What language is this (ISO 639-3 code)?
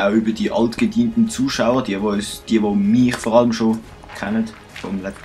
gsw